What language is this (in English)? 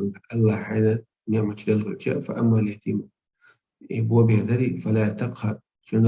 Chechen